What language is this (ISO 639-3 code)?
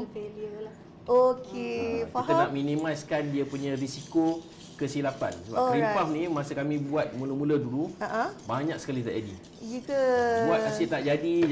msa